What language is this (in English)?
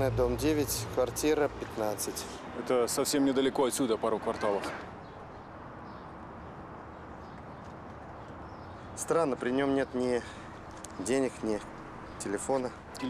Russian